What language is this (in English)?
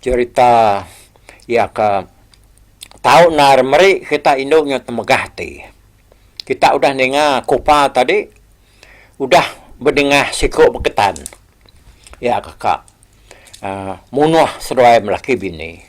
Iban